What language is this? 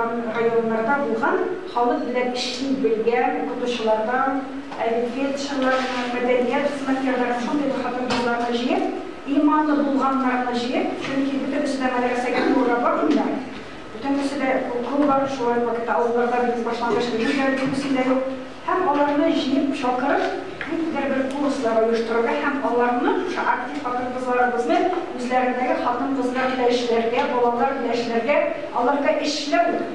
Tatar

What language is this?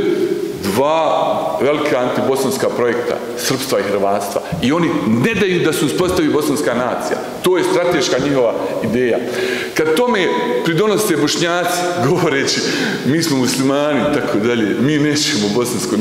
Bosnian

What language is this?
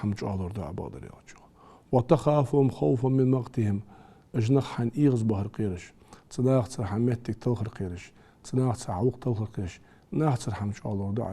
Ingush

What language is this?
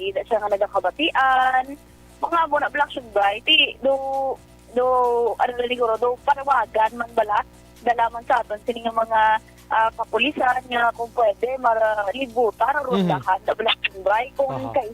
Hiligaynon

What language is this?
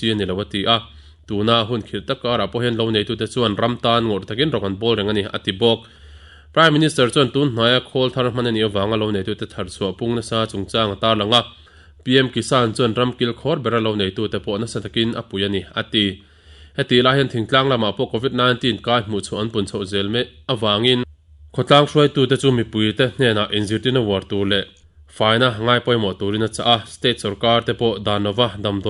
Mizo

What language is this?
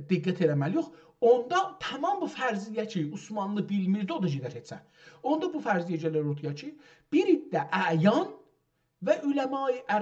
South Azerbaijani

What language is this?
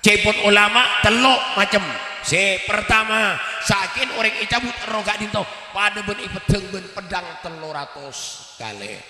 Madurese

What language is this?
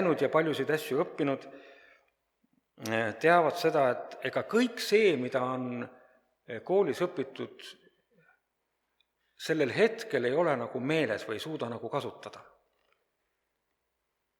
Estonian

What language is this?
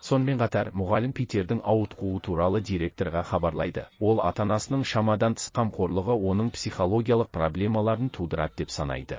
Kazakh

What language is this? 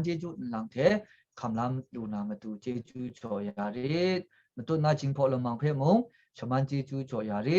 Kachin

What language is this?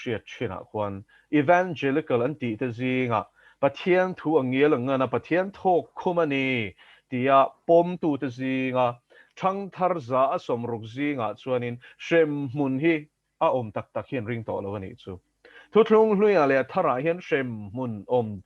Mizo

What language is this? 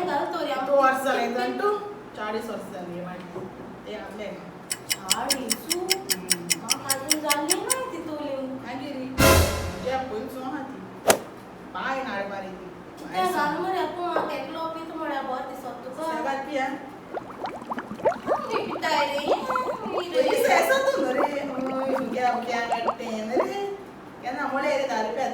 Konkani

